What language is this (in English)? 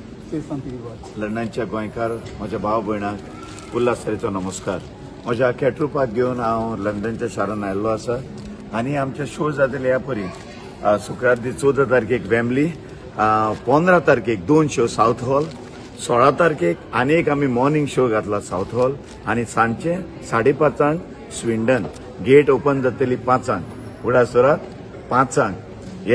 Konkani